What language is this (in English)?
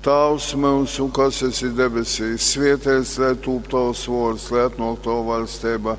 Latgalian